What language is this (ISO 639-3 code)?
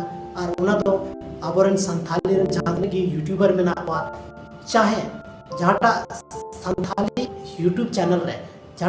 sat